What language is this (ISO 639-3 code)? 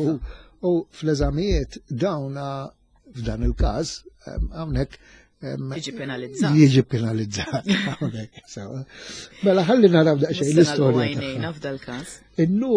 mlt